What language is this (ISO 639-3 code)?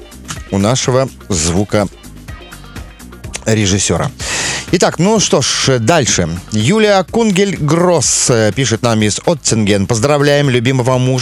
rus